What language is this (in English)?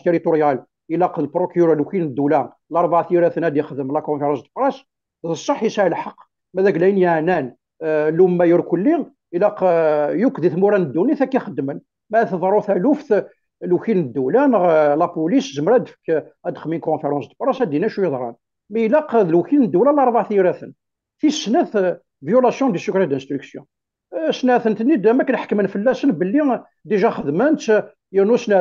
Kabyle